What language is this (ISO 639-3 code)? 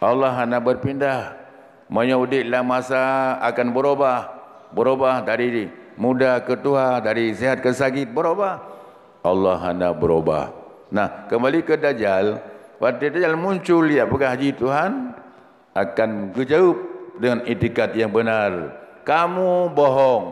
ace